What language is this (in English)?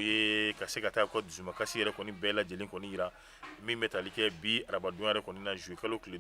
Bambara